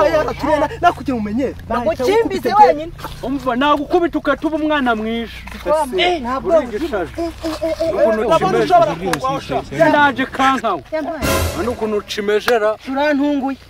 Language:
Kinyarwanda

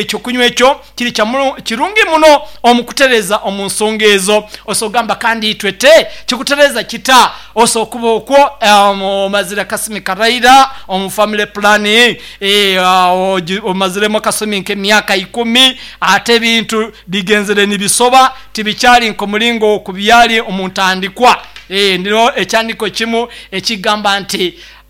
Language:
Nyoro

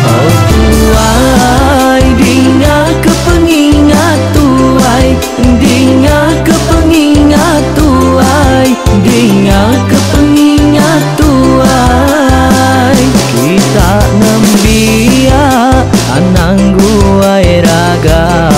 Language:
Iban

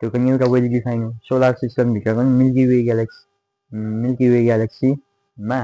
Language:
Nepali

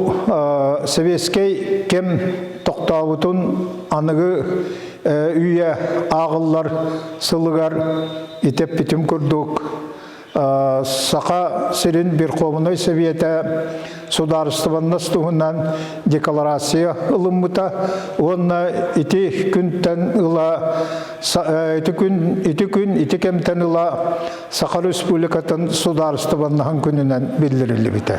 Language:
Yakut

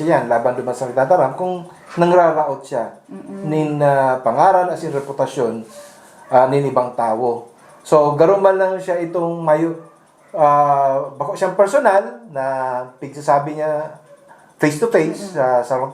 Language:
Bikol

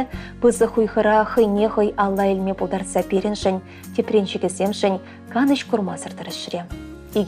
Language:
Chuvash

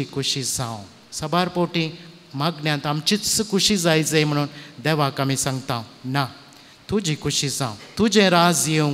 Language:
Konkani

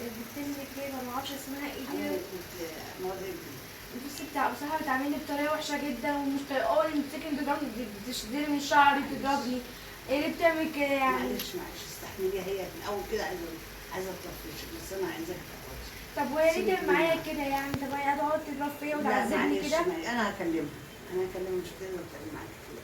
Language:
Egyptian Arabic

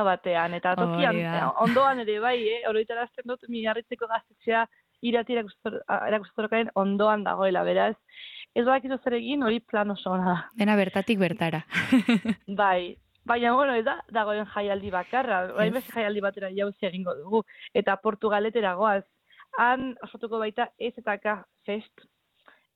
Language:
Basque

